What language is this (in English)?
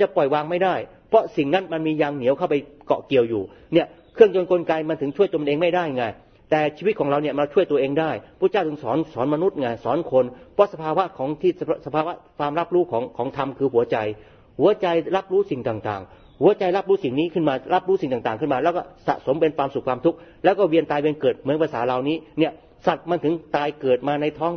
Thai